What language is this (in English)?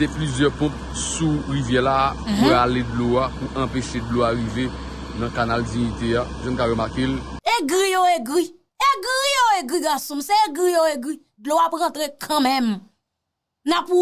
Haitian Creole